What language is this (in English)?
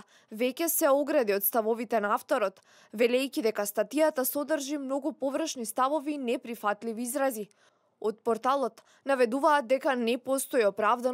Macedonian